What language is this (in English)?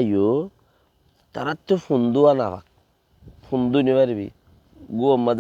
Rohingya